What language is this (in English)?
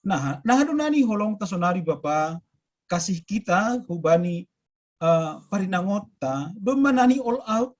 Batak Simalungun